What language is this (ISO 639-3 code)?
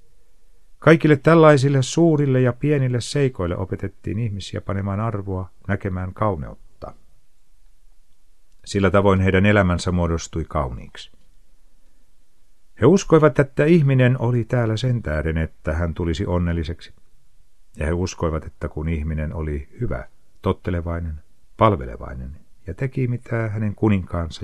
fin